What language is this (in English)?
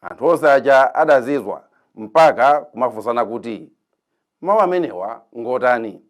Nyanja